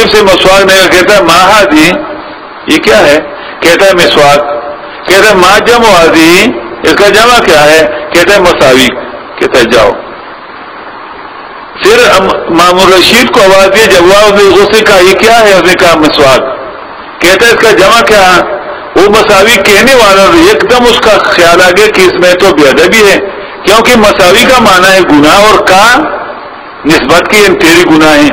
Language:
Urdu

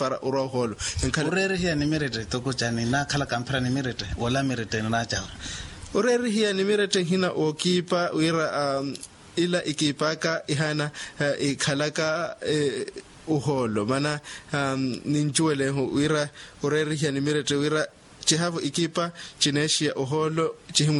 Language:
Makhuwa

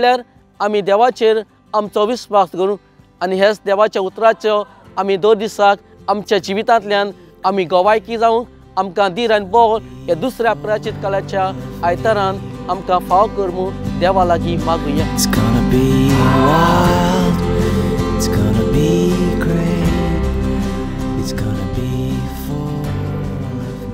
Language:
Konkani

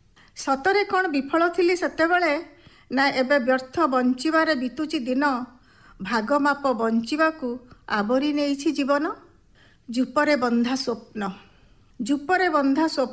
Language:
Odia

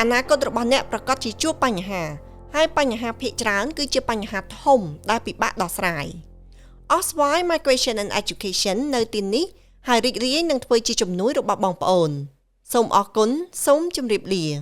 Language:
Khmer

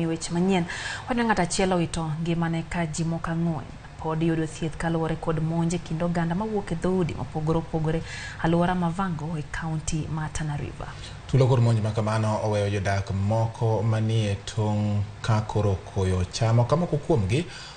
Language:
Luo (Kenya and Tanzania)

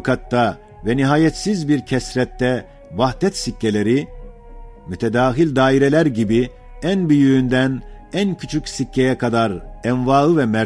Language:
Ottoman Turkish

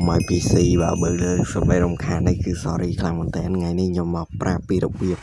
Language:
Khmer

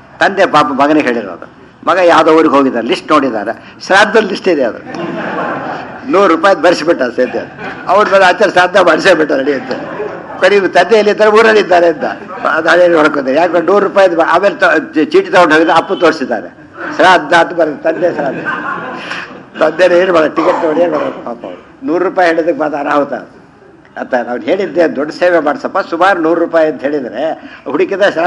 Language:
Kannada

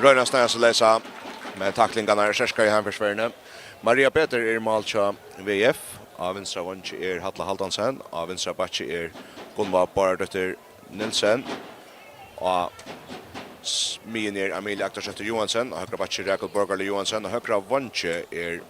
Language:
Faroese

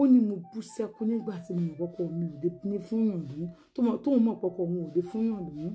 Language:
Yoruba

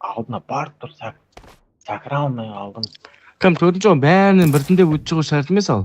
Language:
Kara-Kalpak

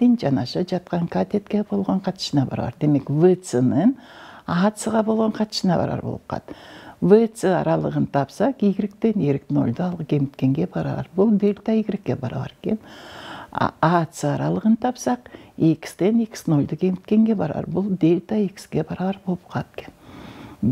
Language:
Kyrgyz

